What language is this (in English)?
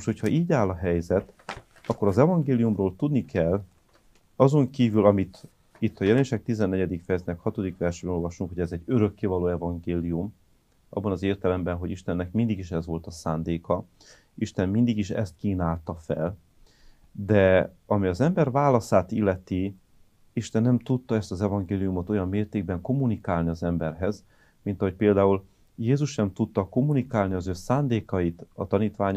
Hungarian